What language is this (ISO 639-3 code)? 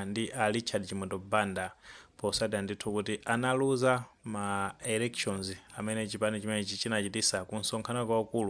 nya